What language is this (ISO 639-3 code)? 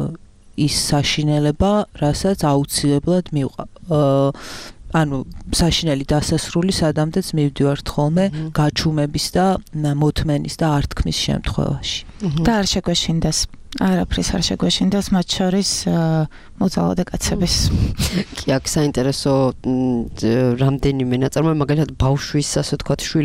kat